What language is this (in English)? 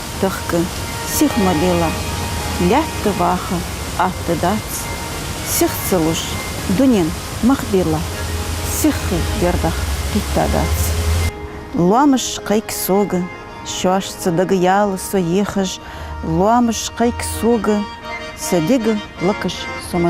Ingush